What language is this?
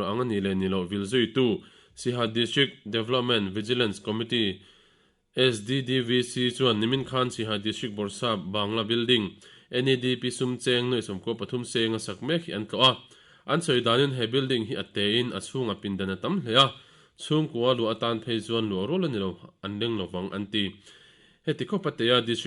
Mizo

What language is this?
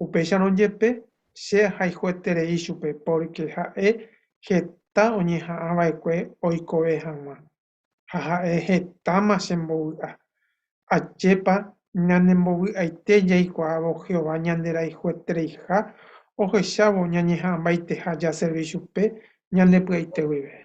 Guarani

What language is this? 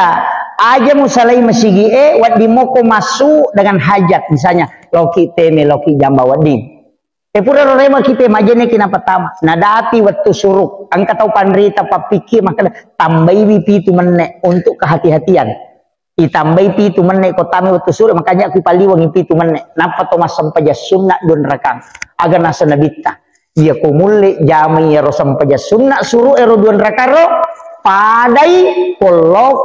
Buginese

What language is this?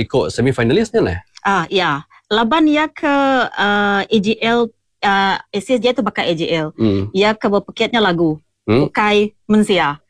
Iban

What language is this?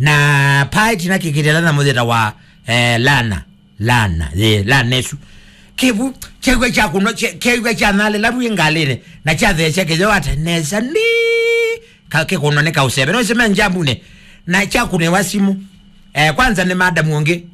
Kamba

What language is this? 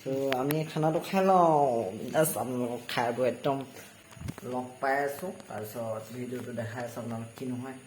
Assamese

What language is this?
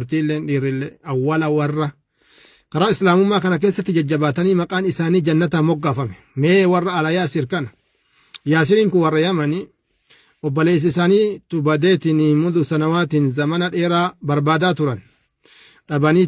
Oromo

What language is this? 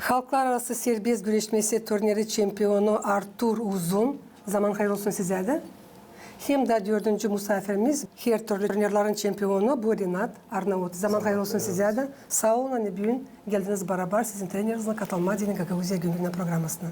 Gagauz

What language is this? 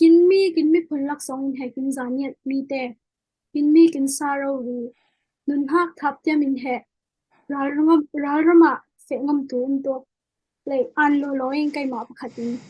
Falam Chin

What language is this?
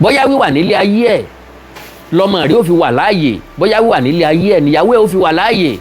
Yoruba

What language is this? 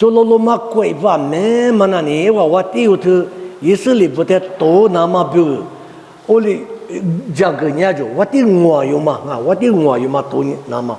Lisu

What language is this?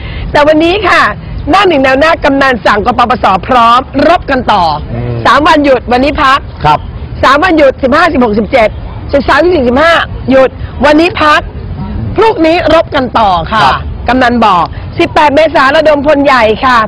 Thai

